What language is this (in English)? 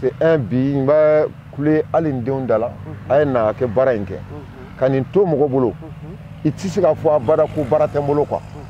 Bambara